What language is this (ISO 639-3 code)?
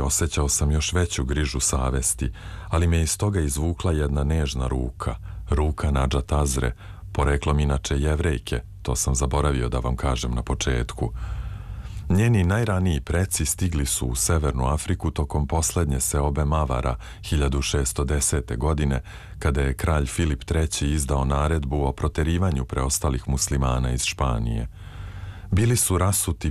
srp